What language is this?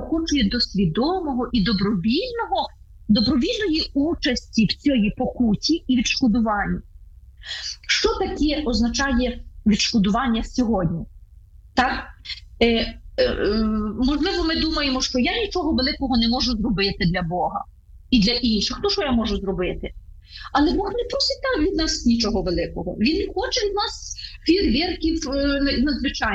Ukrainian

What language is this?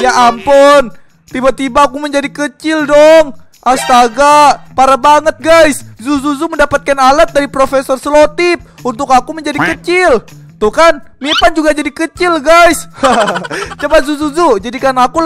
Indonesian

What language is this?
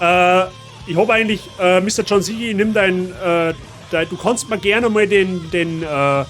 Bavarian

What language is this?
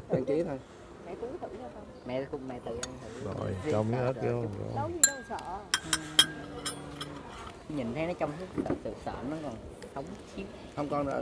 Vietnamese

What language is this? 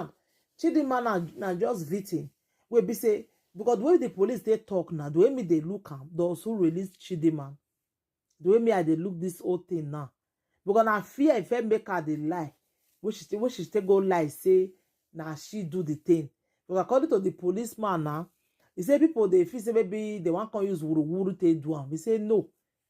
Nigerian Pidgin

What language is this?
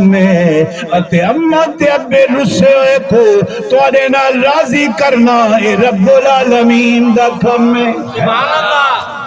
Saraiki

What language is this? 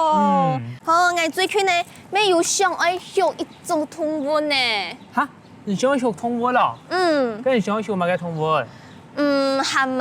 Hakka Chinese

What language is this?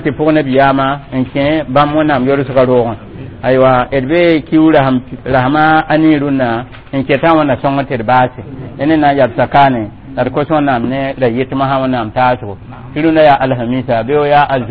Mossi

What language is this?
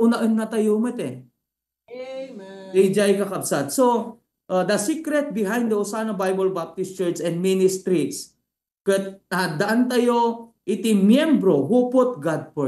Iloko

